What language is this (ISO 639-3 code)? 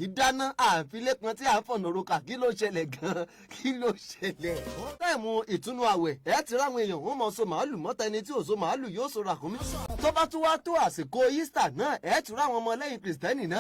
yor